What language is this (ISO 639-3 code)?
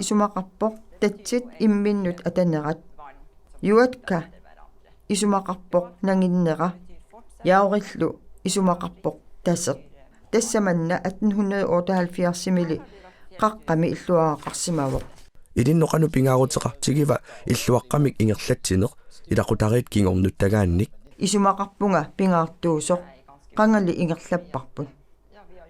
kal